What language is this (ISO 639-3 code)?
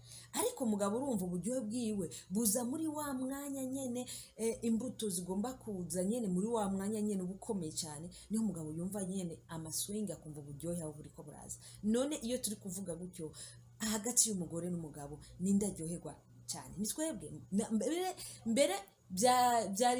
run